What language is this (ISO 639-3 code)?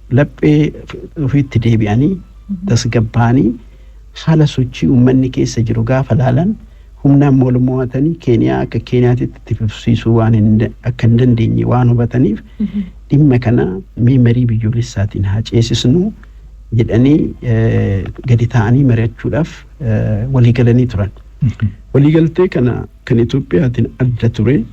orm